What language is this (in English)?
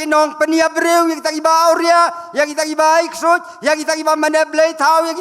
Khasi